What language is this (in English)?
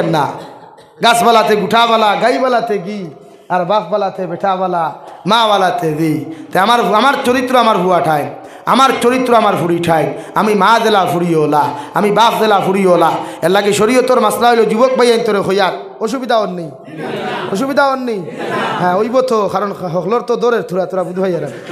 Sylheti